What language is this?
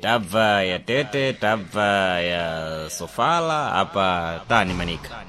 Sena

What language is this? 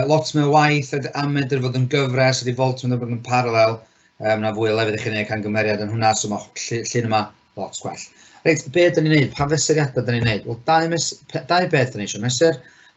Welsh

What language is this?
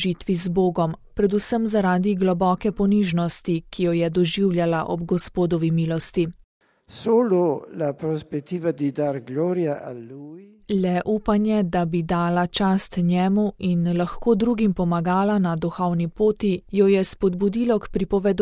Slovenian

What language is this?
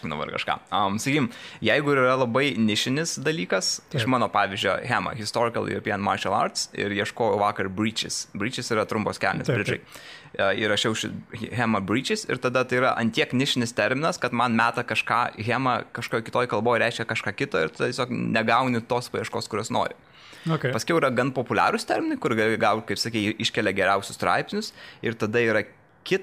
Lithuanian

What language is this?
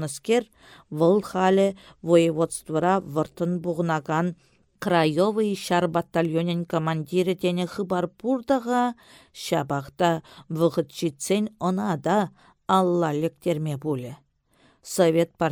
Chuvash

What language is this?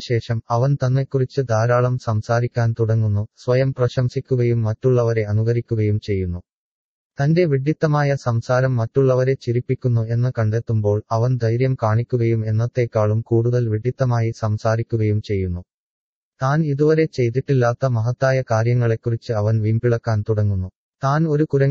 Malayalam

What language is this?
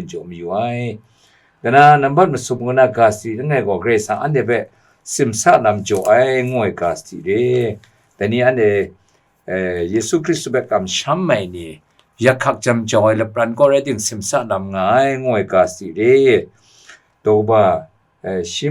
Kachin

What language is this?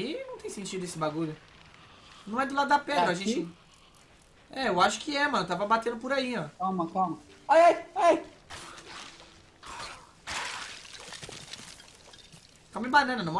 Portuguese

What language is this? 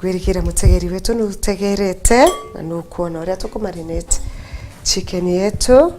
Meru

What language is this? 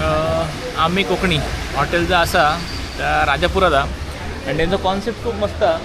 Konkani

